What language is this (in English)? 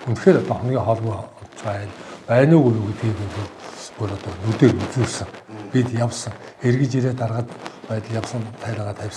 Mongolian